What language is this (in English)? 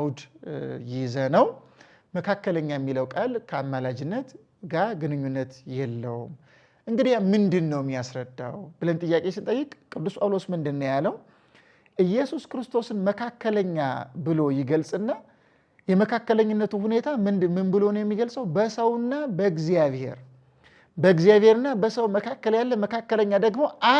Amharic